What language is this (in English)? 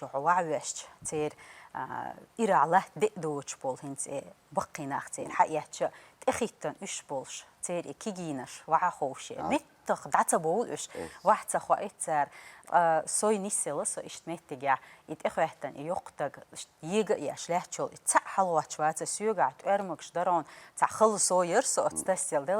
Chechen